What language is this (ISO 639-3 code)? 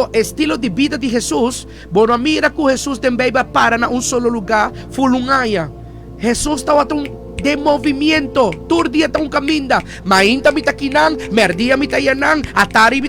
pap